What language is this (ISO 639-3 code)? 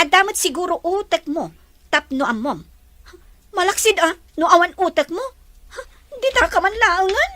ilo